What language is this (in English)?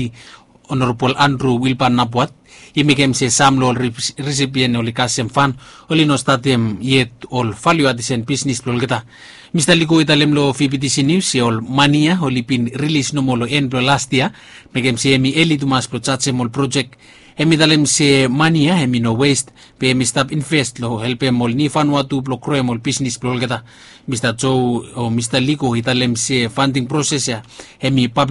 Bislama